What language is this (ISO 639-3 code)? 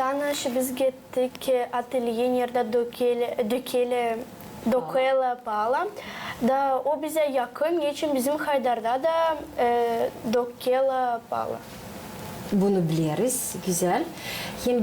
gag